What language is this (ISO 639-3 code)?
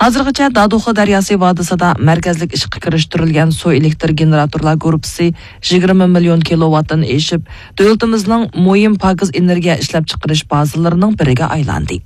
uig